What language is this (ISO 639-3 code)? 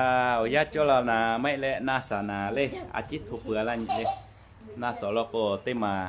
lhu